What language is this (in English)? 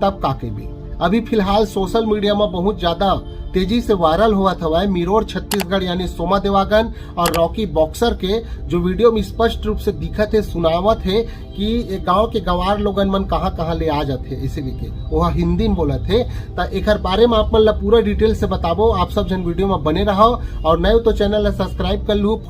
Chhattisgarhi